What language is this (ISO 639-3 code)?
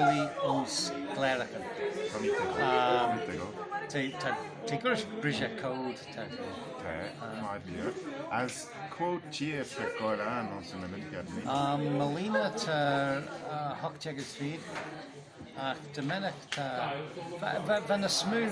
glv